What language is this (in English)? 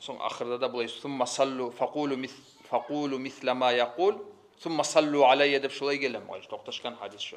Kumyk